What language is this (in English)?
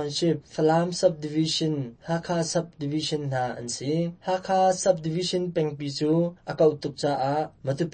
Hakha Chin